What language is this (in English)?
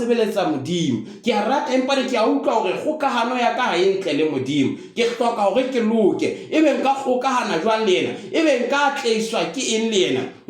Southern Sotho